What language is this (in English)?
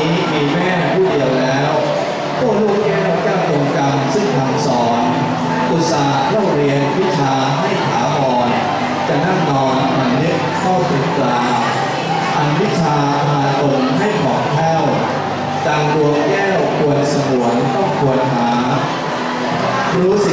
Thai